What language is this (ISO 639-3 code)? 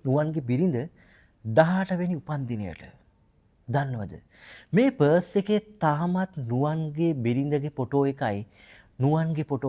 sin